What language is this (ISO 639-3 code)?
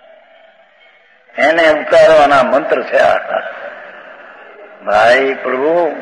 guj